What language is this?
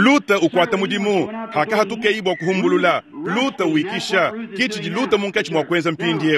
Luba-Lulua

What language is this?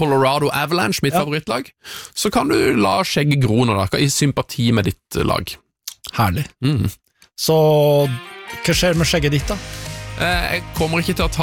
Norwegian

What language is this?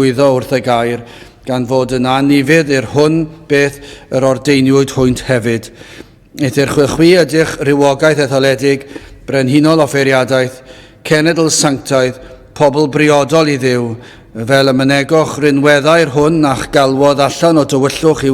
Welsh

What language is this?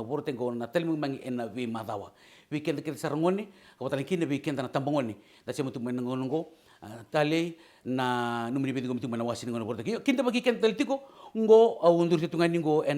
Fijian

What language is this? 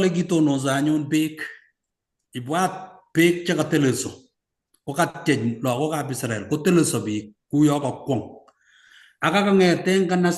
Kalenjin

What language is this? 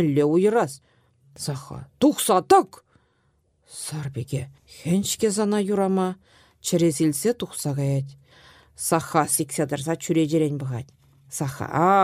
Chuvash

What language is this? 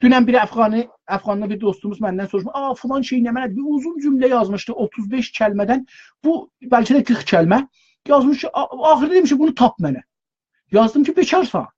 South Azerbaijani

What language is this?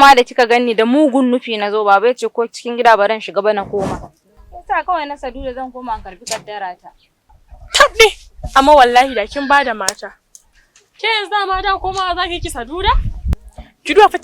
Hausa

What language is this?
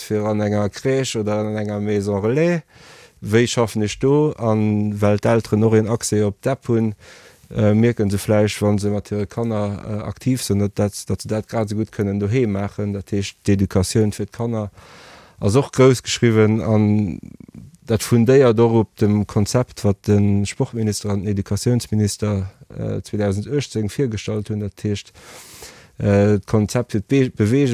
Luxembourgish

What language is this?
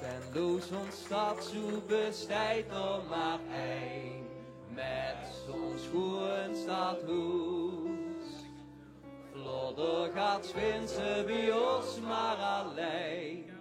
Limburgish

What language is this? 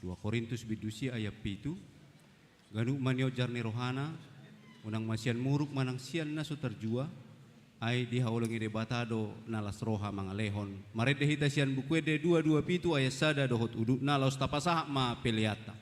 Batak Toba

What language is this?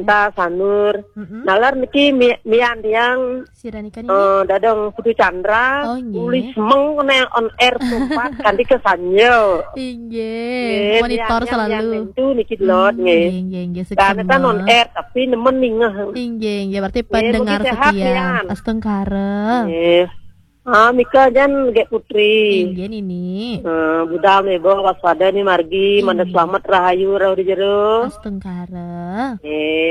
Balinese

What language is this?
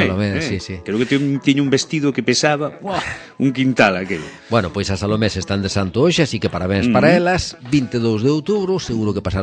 Galician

